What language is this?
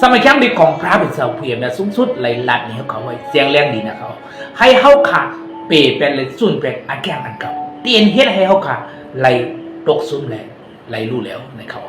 Shan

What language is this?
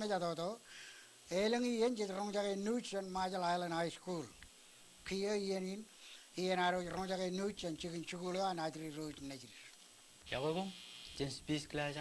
Marshallese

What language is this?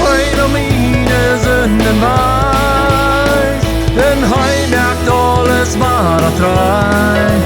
Plautdietsch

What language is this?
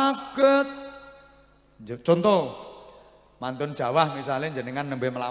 Javanese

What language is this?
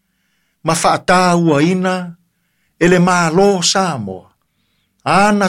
Samoan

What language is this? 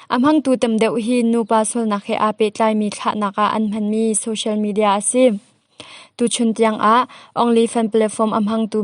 Hakha Chin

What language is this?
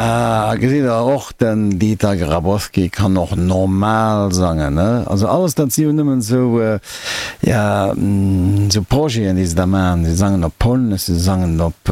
Luxembourgish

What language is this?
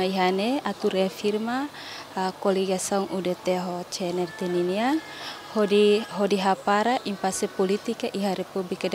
Tetum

